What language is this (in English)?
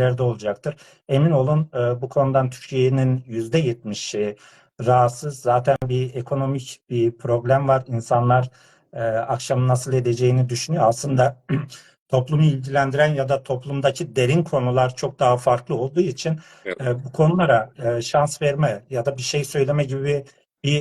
South Azerbaijani